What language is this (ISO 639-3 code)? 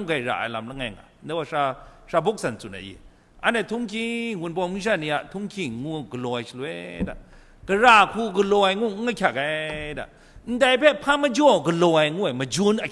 kac